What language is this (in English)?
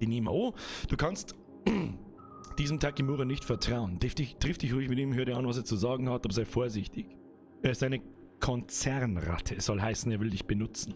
Bavarian